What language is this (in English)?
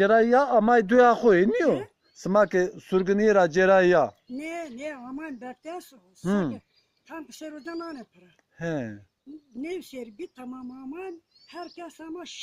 Zaza